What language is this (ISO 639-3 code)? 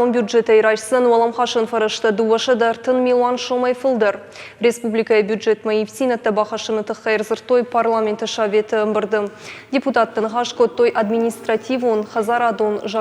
oss